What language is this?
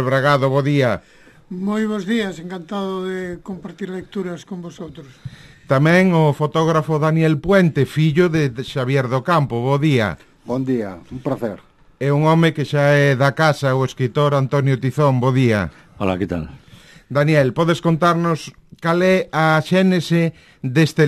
Galician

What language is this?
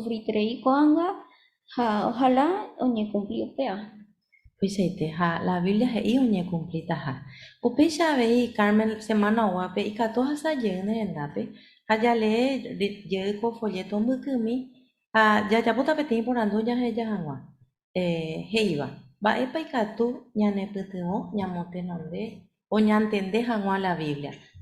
Guarani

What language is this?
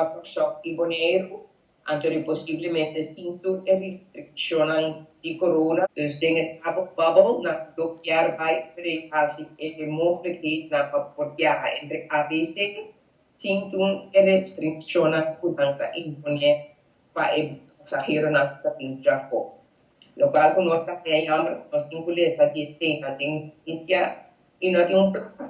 Papiamento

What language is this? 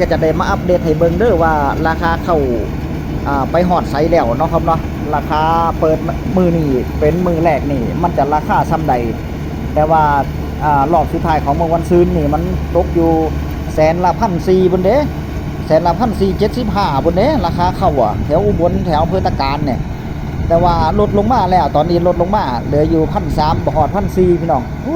Northeastern Thai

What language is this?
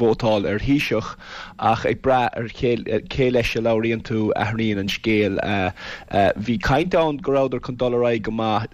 Irish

